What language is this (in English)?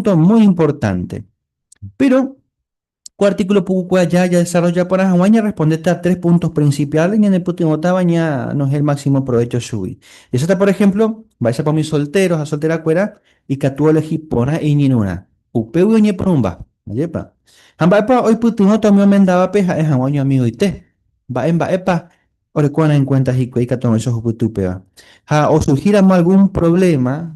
Guarani